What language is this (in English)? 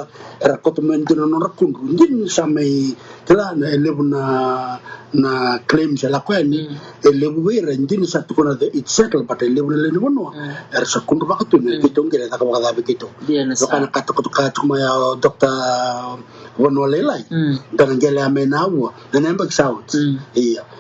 Fijian